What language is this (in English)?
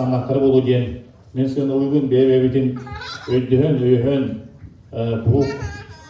Yakut